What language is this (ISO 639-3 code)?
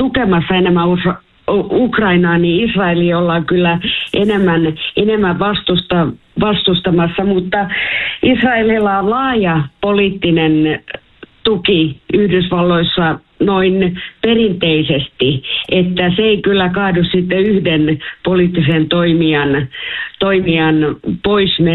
fin